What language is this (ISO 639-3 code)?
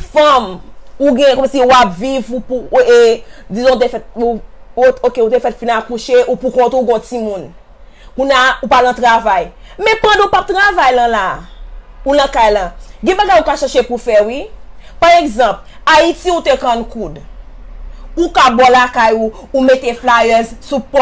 hat